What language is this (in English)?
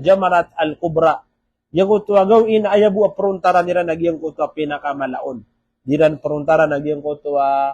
Maranao